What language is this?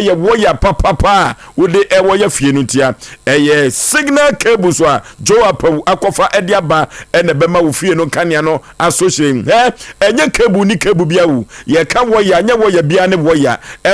Akan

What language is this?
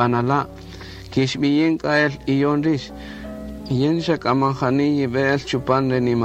Kaqchikel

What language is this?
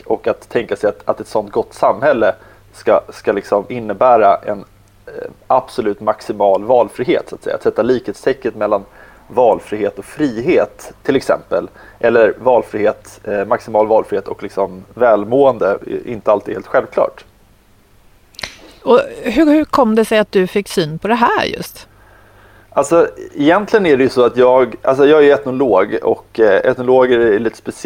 Swedish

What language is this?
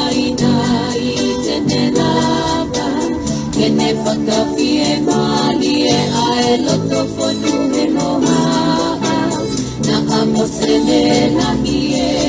Tongan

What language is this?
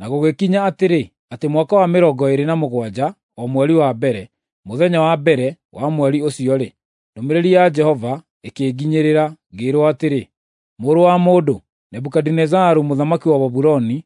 Kikuyu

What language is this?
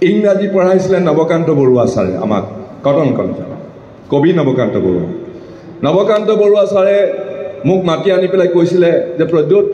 Assamese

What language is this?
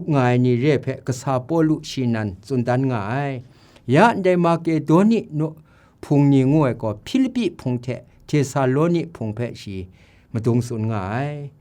Kachin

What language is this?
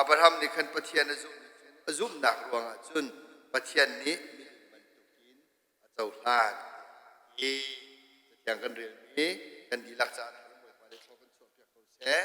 Hakha Chin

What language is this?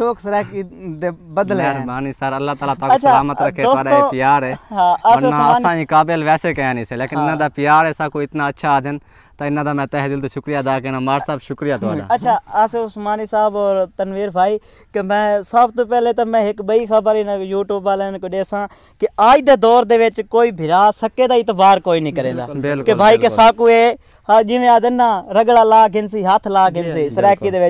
Saraiki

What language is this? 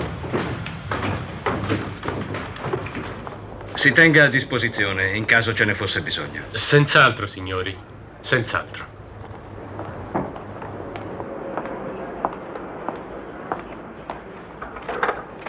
Italian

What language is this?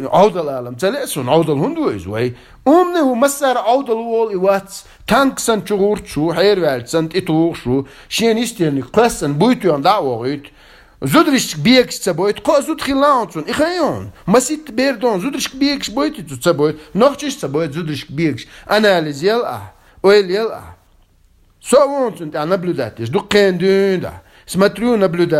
Chechen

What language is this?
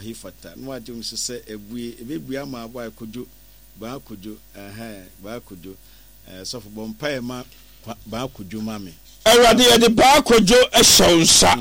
Akan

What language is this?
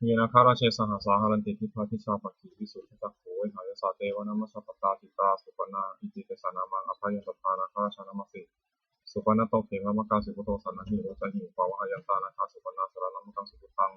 Pali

